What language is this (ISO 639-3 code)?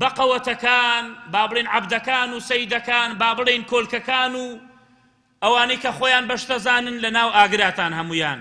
ckb